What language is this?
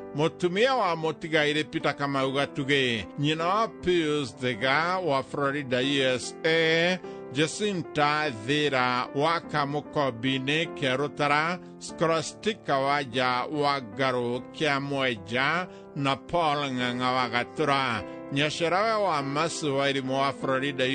Kikuyu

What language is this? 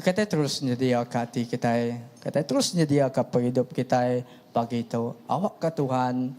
Iban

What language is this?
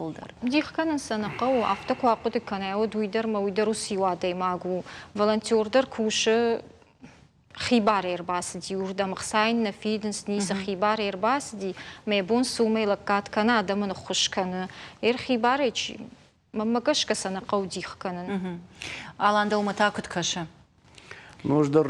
Ossetic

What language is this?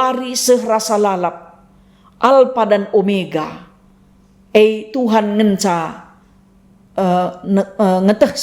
Batak Karo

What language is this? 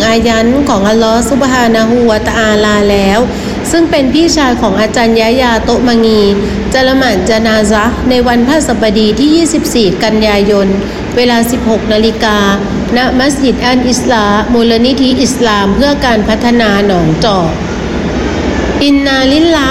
Thai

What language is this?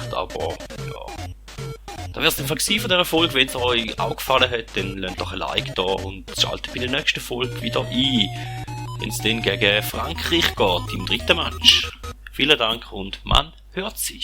Swiss German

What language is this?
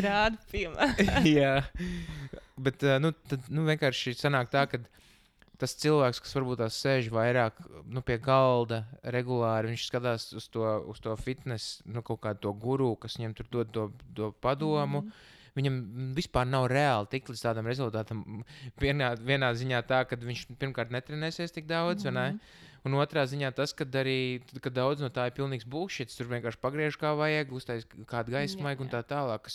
Latvian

